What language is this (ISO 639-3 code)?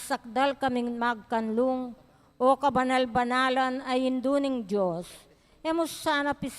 pam